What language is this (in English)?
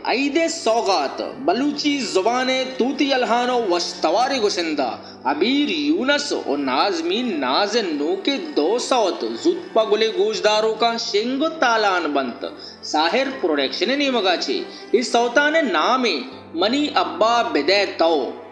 Baluchi